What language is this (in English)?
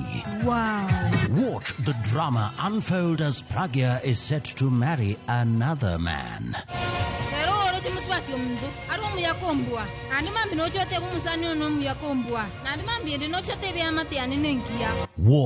Luo (Kenya and Tanzania)